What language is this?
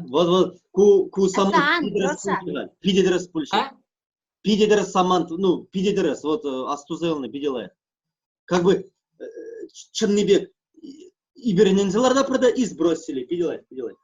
Chuvash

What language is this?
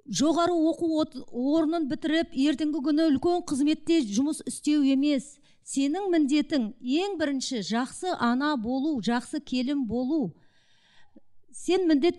Kazakh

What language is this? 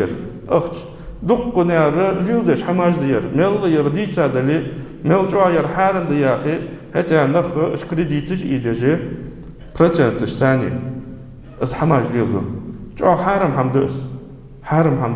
Ingush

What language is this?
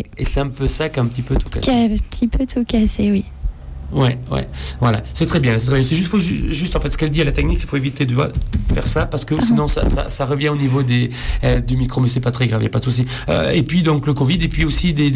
French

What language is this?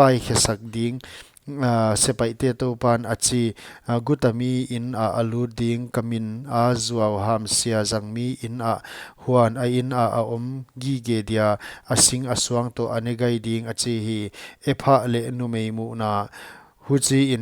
Paite Chin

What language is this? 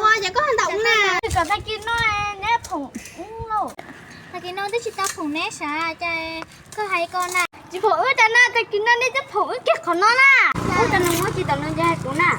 Hmong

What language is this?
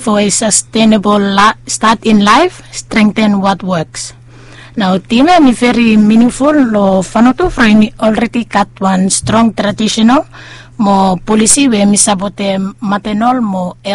Bislama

